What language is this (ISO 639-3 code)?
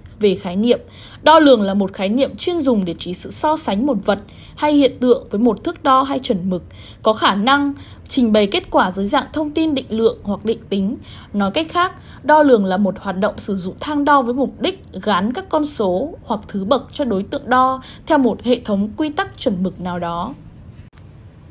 vie